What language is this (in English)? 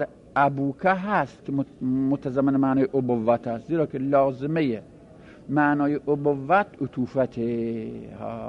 Persian